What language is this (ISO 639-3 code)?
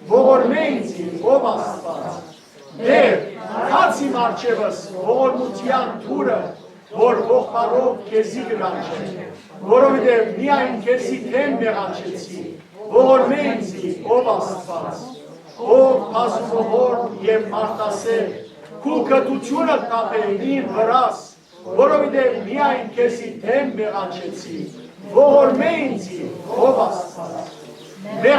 hyw